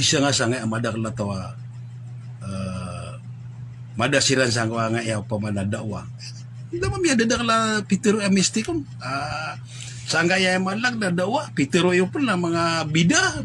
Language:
Maranao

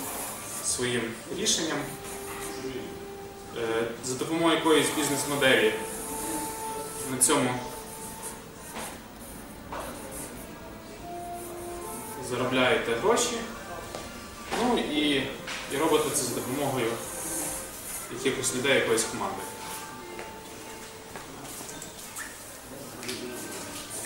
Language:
Ukrainian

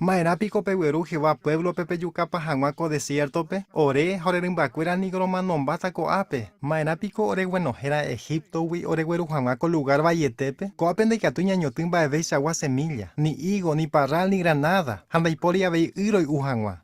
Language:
Guarani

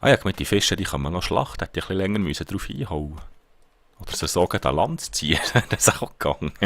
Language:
Swiss German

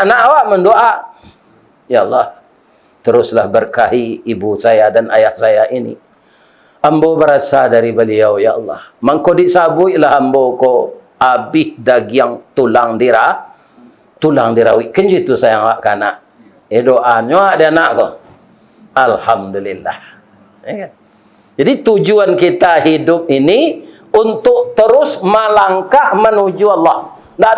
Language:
Minangkabau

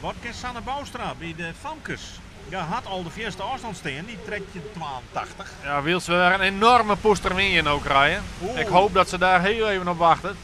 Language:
Western Frisian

